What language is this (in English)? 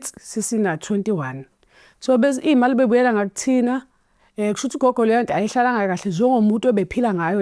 Zulu